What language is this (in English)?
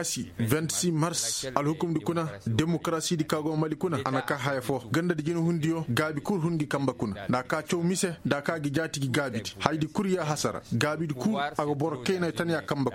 Koyraboro Senni